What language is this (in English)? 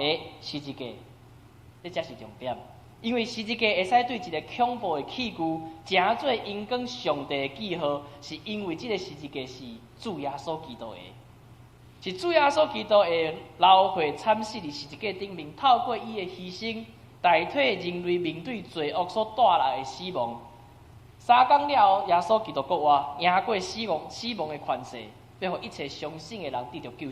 Min Nan Chinese